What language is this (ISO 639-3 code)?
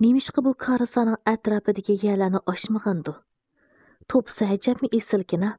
uig